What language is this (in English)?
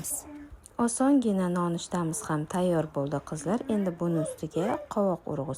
Uzbek